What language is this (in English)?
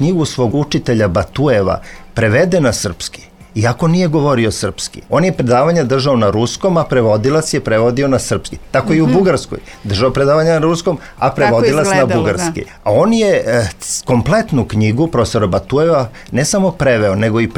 Serbian